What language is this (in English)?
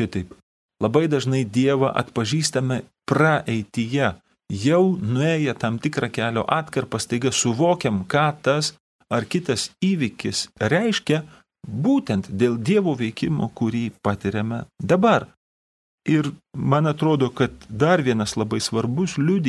Lithuanian